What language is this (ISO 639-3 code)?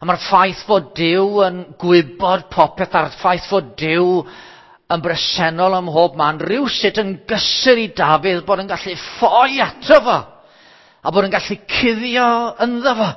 cym